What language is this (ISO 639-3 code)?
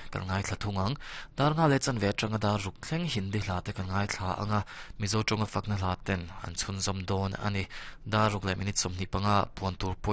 lus